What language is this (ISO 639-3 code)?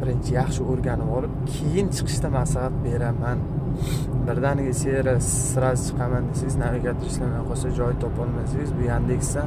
uzb